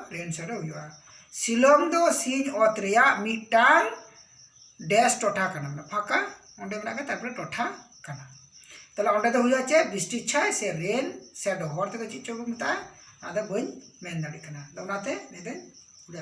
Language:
Santali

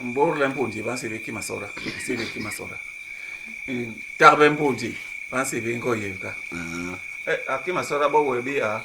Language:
Basaa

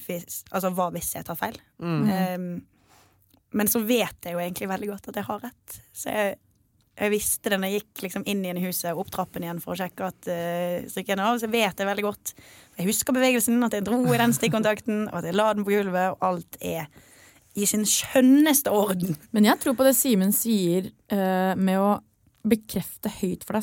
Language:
Norwegian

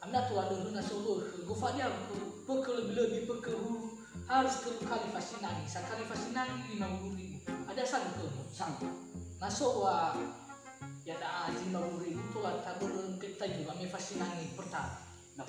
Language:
Nias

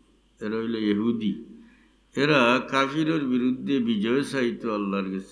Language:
Sylheti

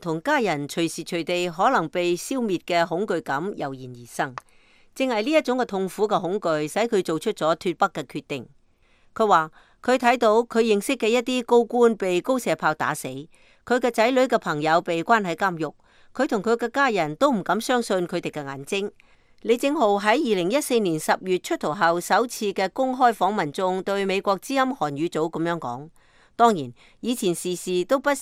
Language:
Cantonese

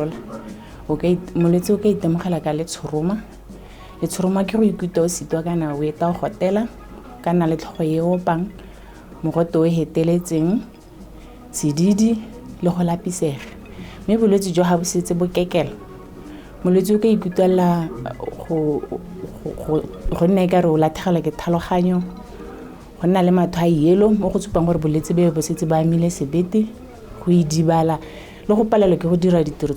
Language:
Tswana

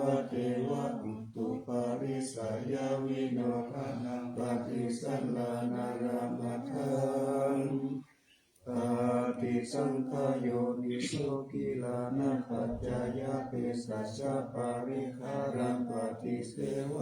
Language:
Pali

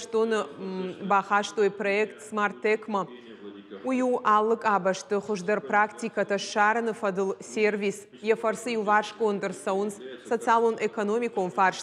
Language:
Ossetic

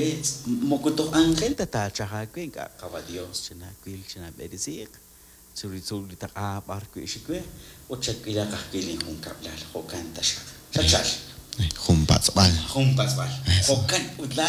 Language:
Kekchí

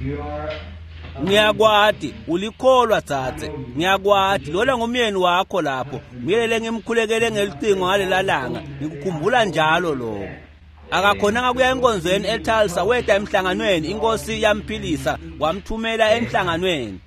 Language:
Swati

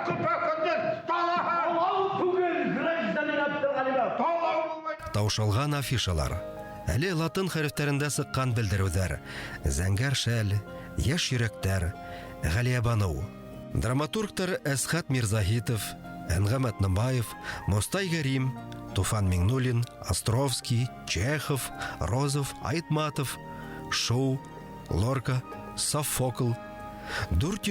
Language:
Bashkir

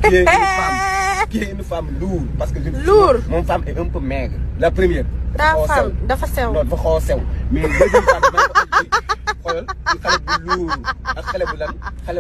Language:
Wolof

